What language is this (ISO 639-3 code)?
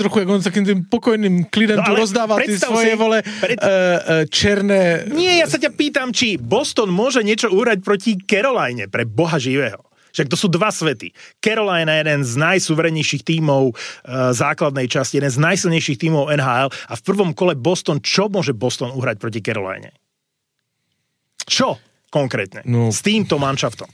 slk